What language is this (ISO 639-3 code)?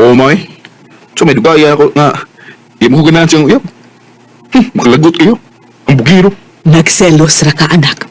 ceb